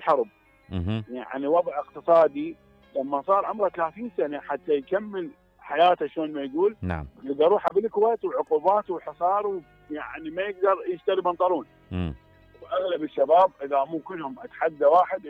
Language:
Mesopotamian Arabic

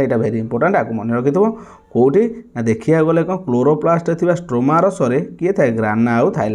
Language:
Odia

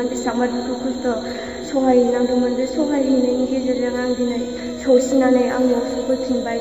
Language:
Bodo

